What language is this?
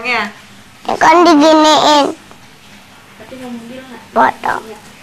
Indonesian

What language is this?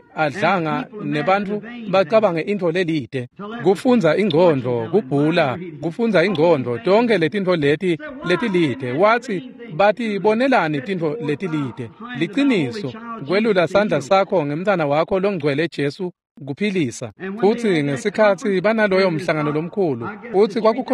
Swati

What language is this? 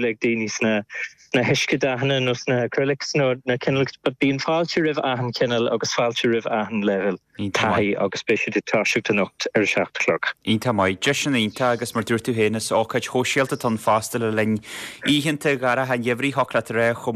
Irish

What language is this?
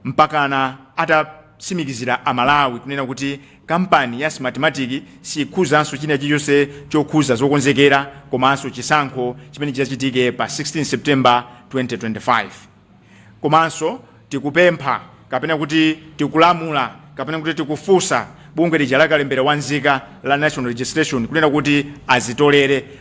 Nyanja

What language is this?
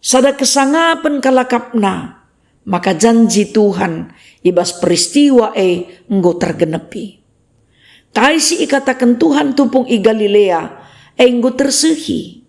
Batak Karo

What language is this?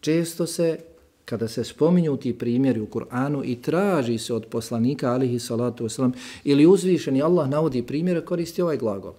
Bosnian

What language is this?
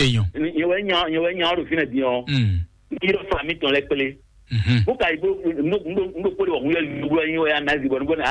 Fon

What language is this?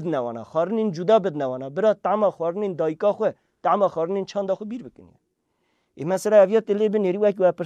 Kurdish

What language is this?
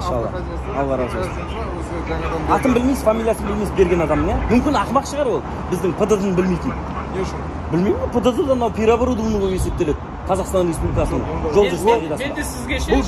Kazakh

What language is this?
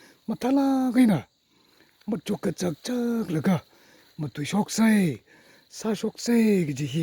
Tangkhul Naga (India)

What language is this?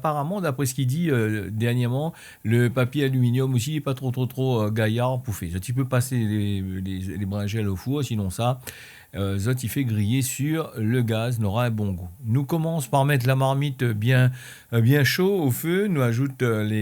Réunion Creole French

